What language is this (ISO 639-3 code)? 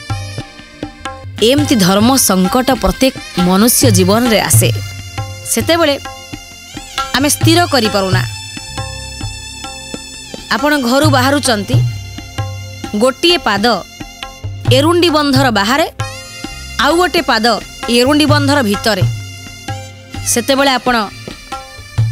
ori